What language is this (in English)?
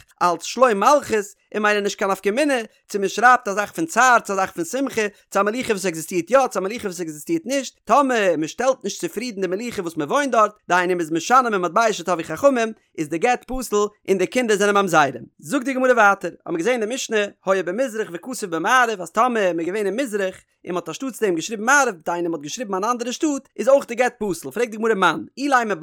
Yiddish